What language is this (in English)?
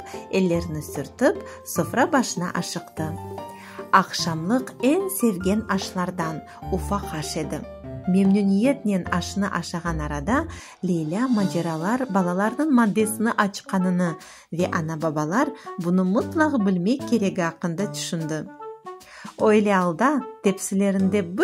Crimean Tatar